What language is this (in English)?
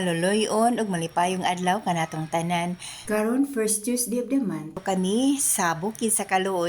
Cebuano